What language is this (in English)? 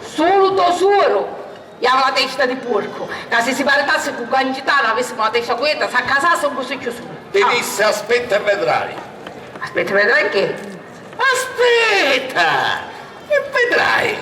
Sicilian